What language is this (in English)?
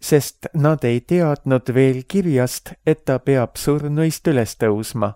Estonian